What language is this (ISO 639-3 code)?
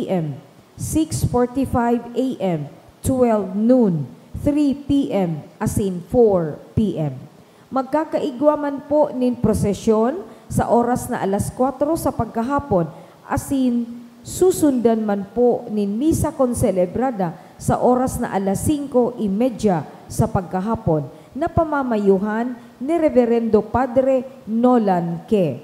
bik